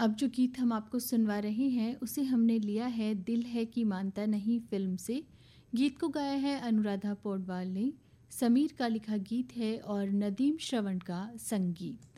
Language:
Hindi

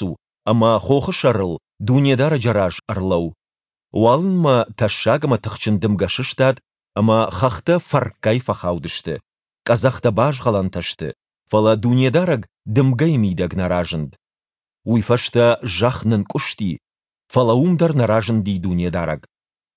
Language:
Ossetic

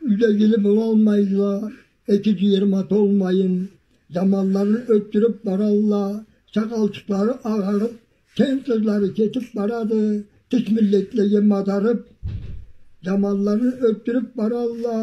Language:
Karachay-Balkar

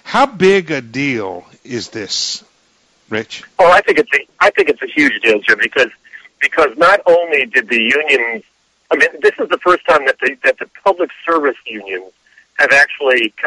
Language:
English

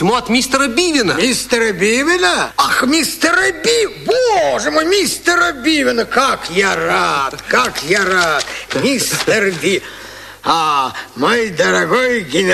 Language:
Russian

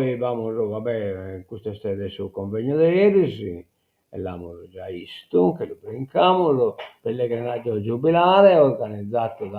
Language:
Sardinian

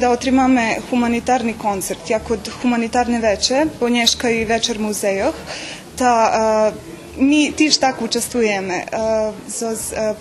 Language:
Rusyn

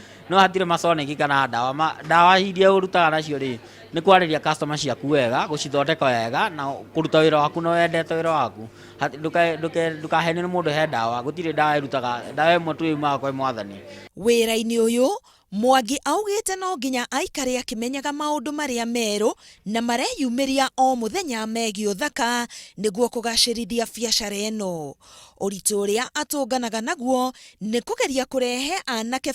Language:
Kikuyu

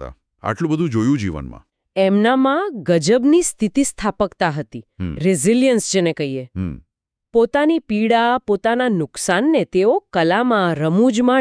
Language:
Gujarati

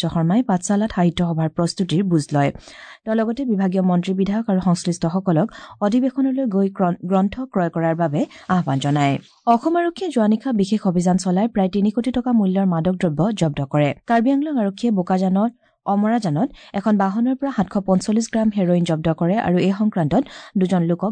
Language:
Assamese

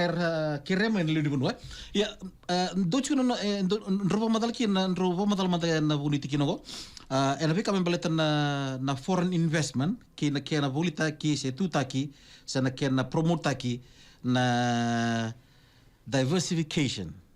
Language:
Fijian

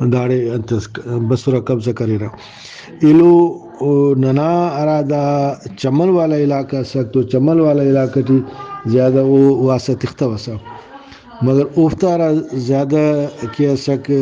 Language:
Brahui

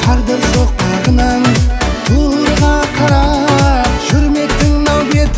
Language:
Kara-Kalpak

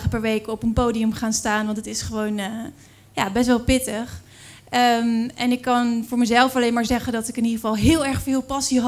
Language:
Dutch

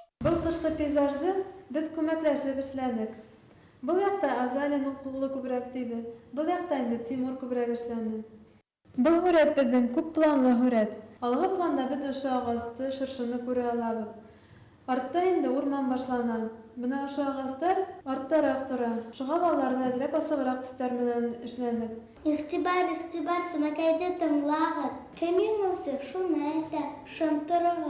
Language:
Bashkir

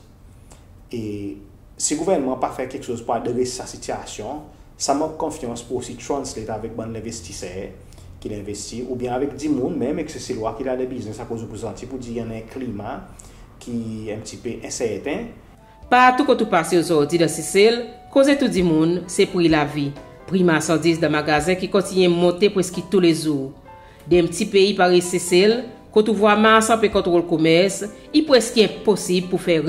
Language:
Seselwa Creole French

